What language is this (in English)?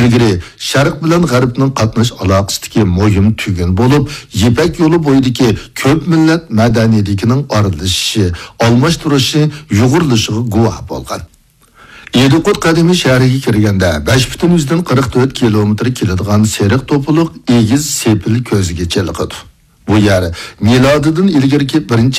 Uyghur